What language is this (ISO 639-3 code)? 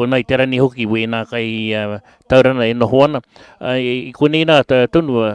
mri